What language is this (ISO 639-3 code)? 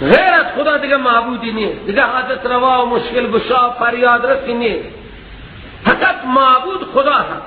fas